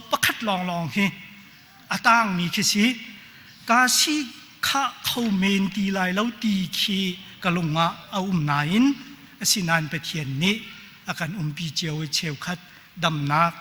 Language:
Hakha Chin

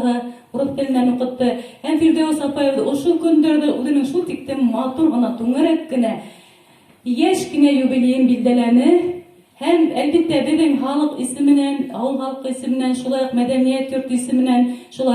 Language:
Bashkir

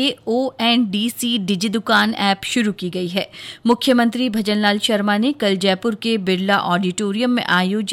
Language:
Hindi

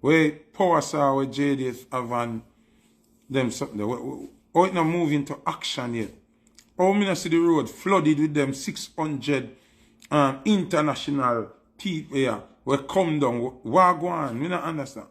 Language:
Jamaican Creole English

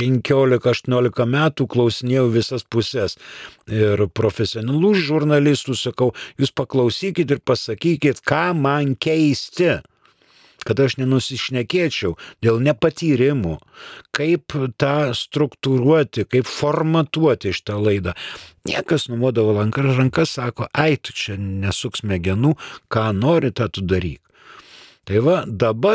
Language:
Lithuanian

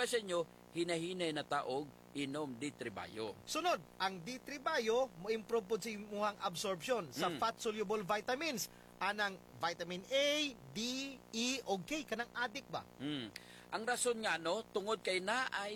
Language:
Cebuano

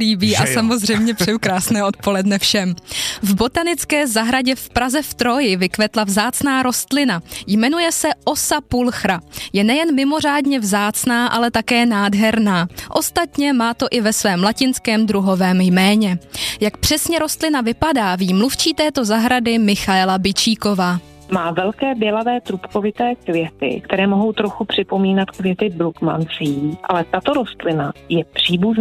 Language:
Czech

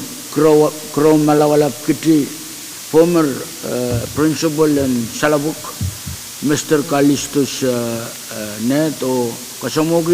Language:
Pohnpeian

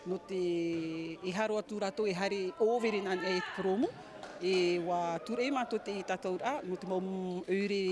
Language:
Tahitian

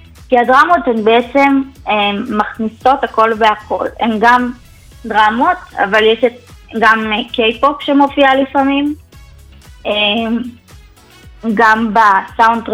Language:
Hebrew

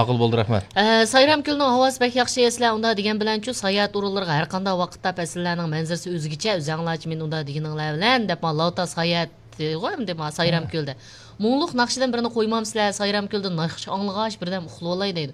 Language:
Uyghur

